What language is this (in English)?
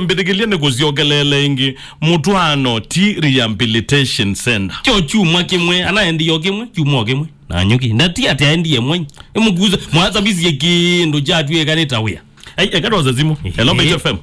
Kamba